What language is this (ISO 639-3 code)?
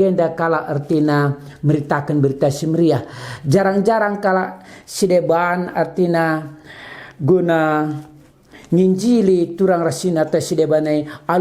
btx